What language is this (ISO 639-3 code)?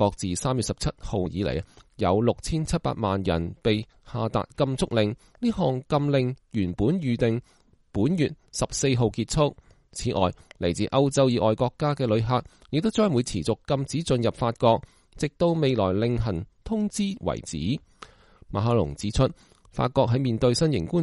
yue